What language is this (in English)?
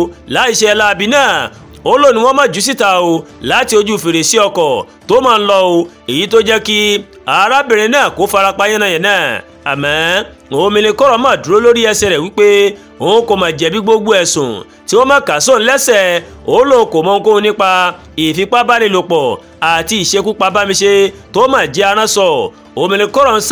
Yoruba